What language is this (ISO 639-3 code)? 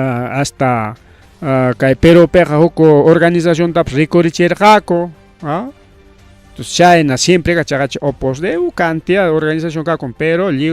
quy